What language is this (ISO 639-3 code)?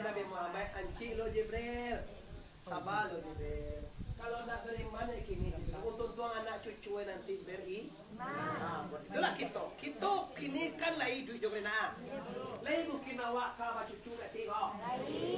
min